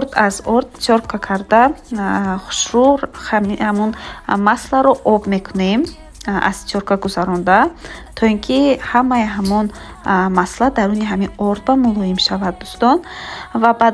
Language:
Tajik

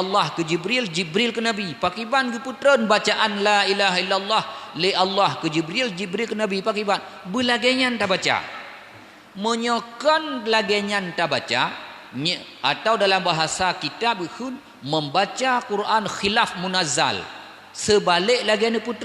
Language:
Achinese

